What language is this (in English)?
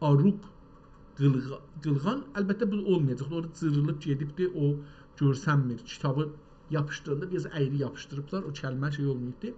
South Azerbaijani